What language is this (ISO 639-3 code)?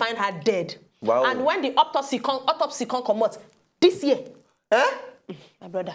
pcm